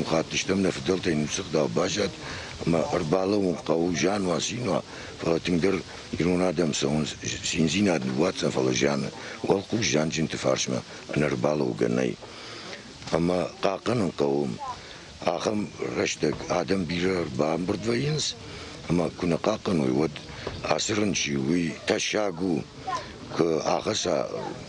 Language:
Ossetic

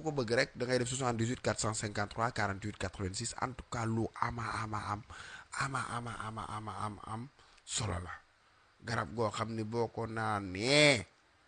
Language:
Wolof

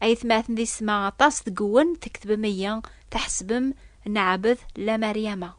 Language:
Kabyle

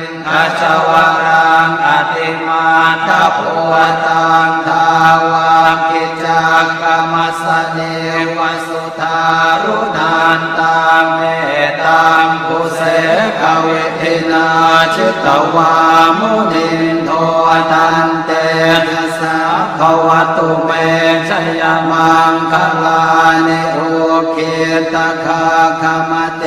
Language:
Pali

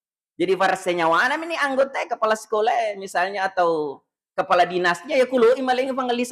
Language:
Buginese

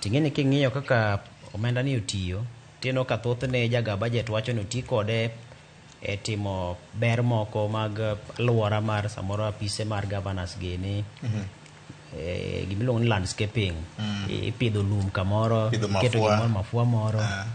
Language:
Luo (Kenya and Tanzania)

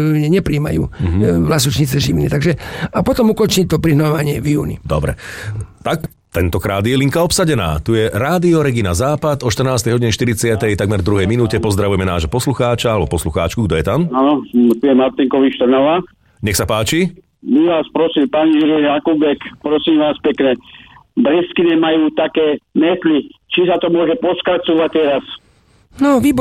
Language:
Slovak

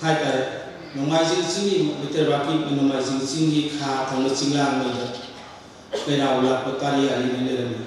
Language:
Manipuri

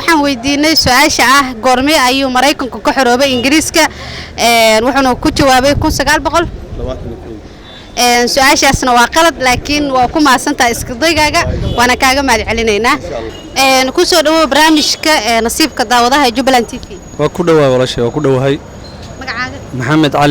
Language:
Somali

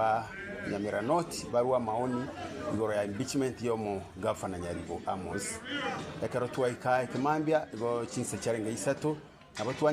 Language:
Gusii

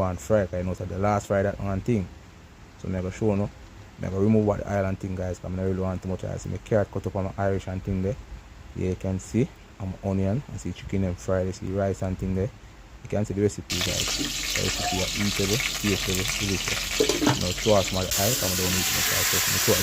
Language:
Jamaican Creole English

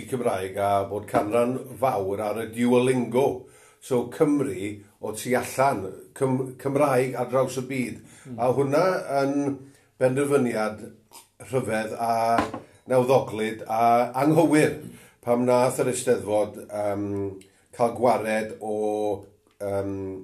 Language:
Welsh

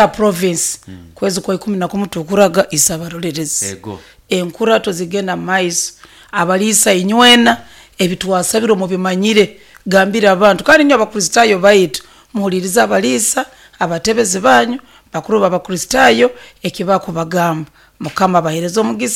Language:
Nyoro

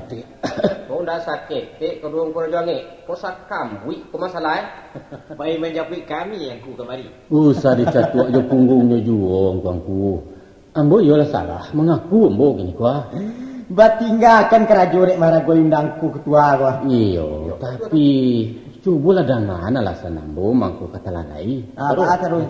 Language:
Minangkabau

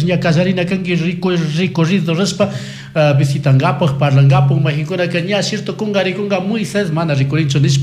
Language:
Chimborazo Highland Quichua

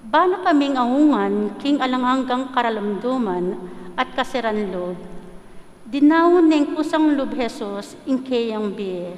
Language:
Pampanga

